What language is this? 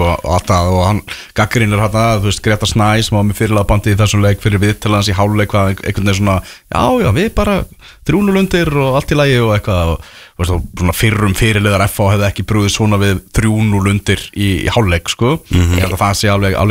Icelandic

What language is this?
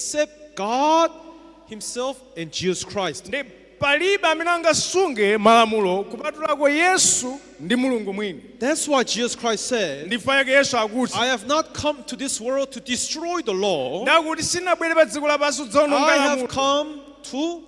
Nyanja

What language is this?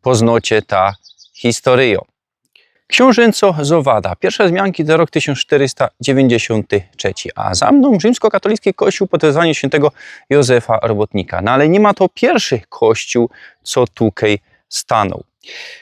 Silesian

